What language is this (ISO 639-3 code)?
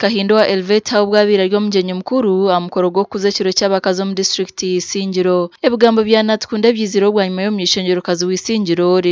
nyn